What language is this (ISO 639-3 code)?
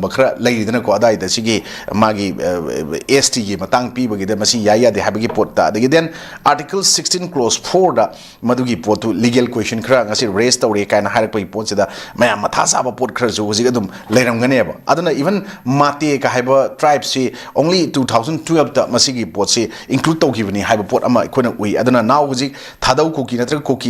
mni